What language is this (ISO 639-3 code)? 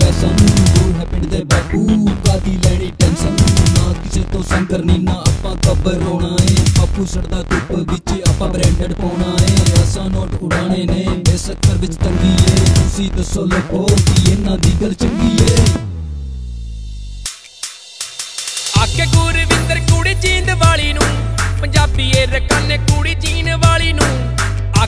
pan